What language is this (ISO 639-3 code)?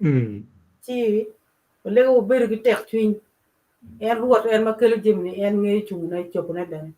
ach